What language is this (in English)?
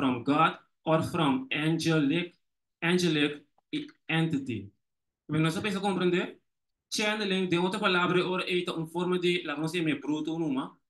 Papiamento